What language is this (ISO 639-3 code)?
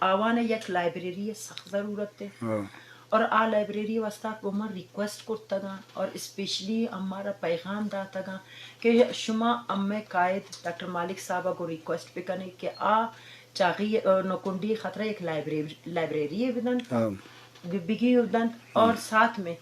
bgp